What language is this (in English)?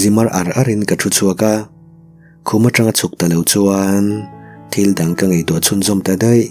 Mizo